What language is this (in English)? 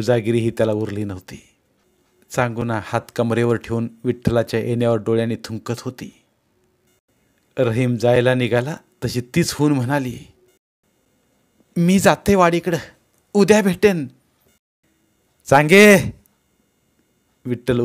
Marathi